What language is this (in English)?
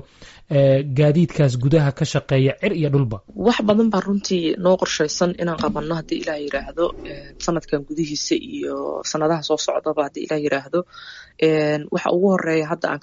Somali